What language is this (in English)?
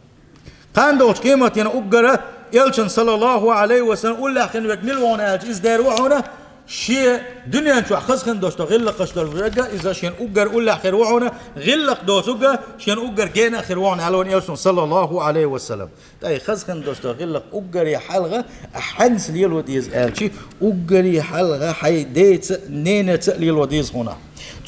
Chechen